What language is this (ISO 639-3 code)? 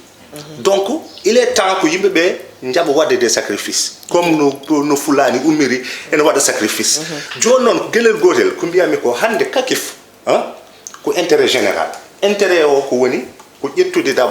ful